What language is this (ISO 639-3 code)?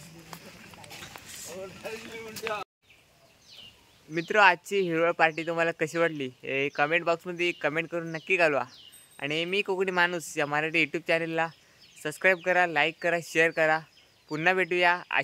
mar